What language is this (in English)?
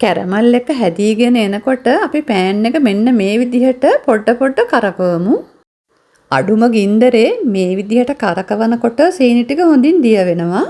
Sinhala